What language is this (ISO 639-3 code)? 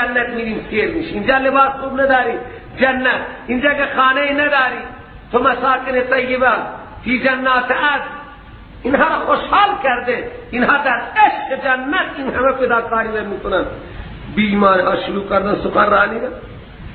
fas